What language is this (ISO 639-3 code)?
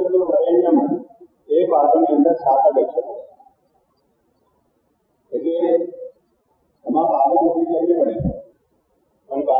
guj